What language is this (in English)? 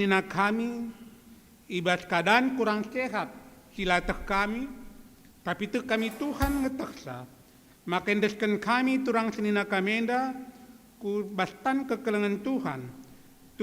Batak Karo